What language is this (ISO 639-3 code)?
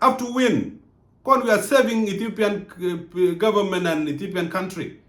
nus